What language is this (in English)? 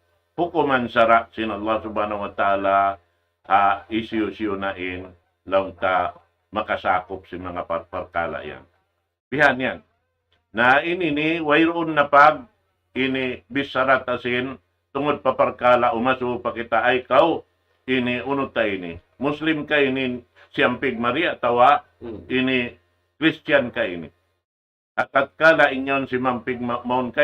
Tausug